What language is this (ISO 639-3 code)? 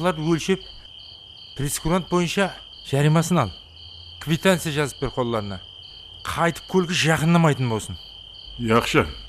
kaa